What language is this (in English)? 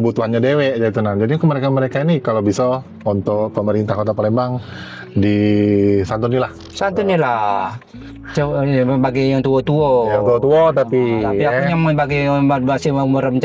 Musi